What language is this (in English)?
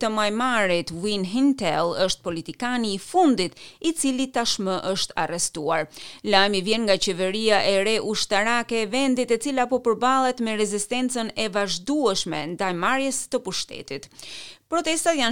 Albanian